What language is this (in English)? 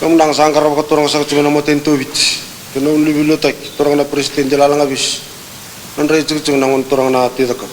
Fijian